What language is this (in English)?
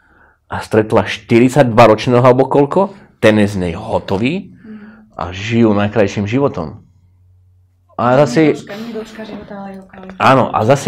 Slovak